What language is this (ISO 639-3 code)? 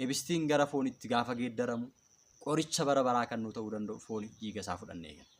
orm